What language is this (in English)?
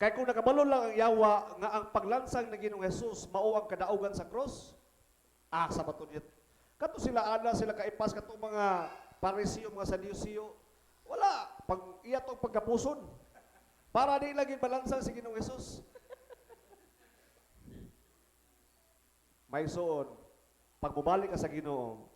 Cebuano